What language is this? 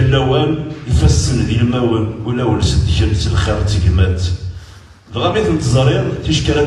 Kabyle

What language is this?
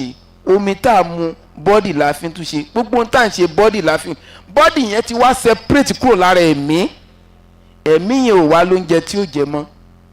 Yoruba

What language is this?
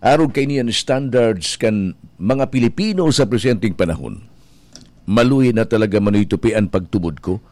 Bikol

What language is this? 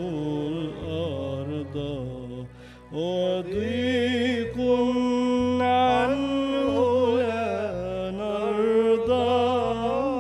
Arabic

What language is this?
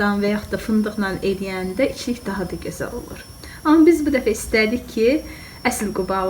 Azerbaijani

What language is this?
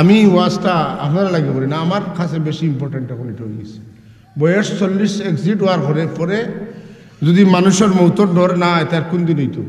Sylheti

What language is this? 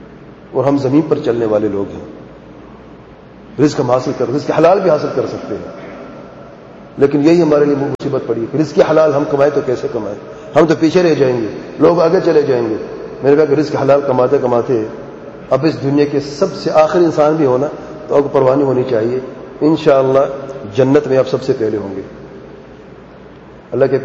Urdu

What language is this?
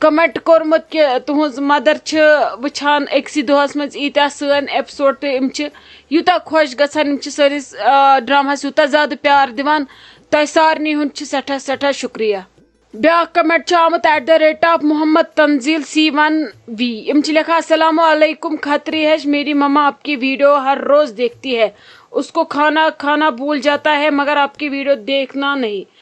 Kashmiri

